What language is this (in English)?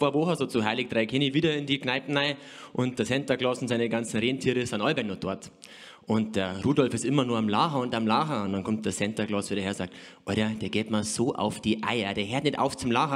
Bavarian